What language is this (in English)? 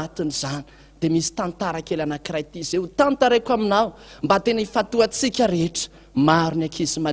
Malagasy